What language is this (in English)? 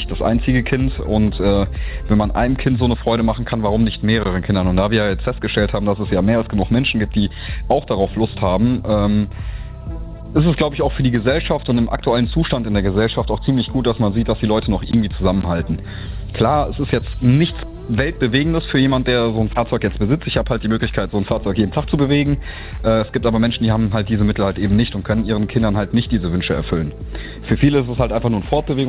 German